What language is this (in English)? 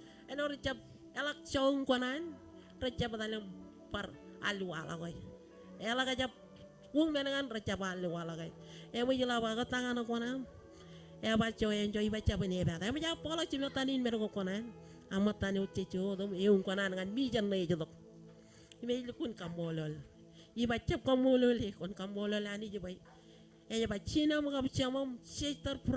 Marshallese